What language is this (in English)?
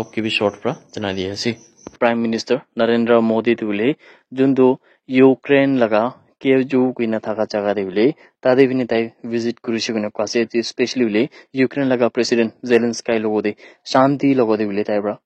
Naga Pidgin